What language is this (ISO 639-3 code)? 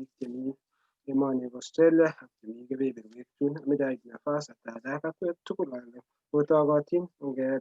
kln